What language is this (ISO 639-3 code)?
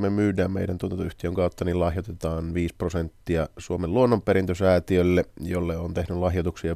fin